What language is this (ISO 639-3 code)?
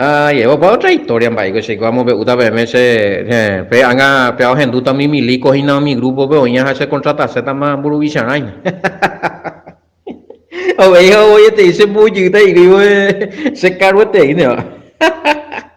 grn